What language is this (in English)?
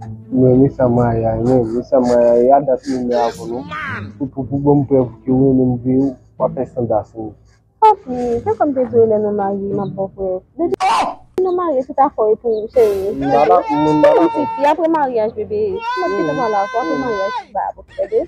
Haitian Creole